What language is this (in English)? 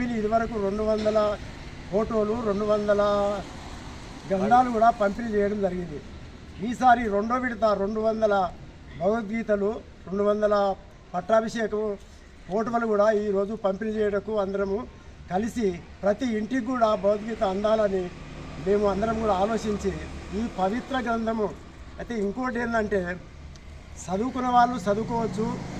Telugu